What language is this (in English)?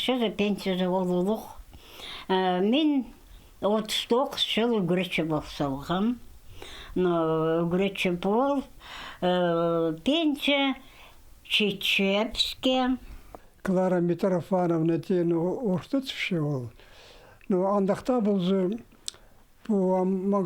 Khakas